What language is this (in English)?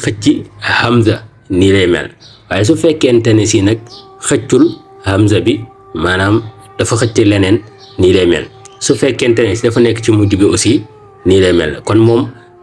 Wolof